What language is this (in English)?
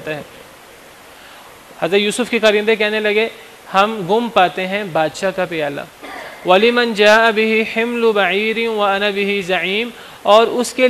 Urdu